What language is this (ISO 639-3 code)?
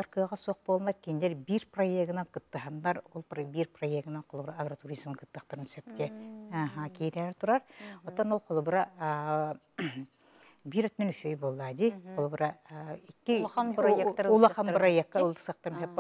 sah